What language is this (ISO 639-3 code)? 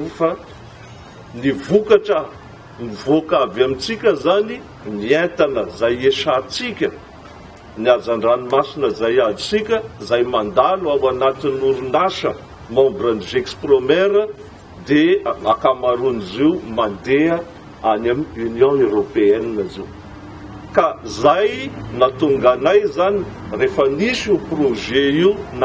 mlg